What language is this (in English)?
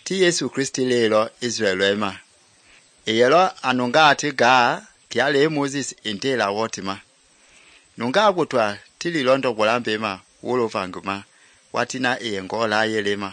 Mende